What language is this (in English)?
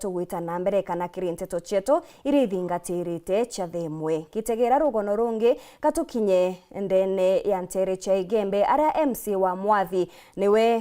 Meru